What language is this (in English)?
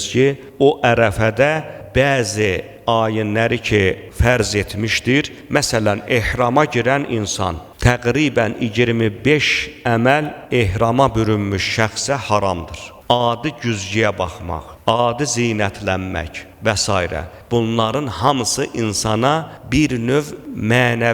Azerbaijani